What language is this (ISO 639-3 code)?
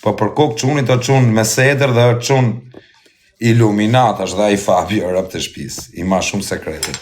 sqi